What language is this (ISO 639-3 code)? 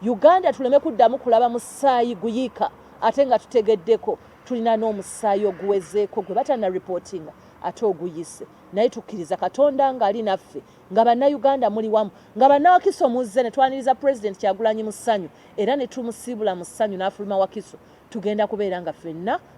lug